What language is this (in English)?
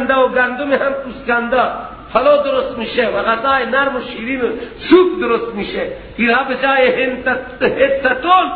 Persian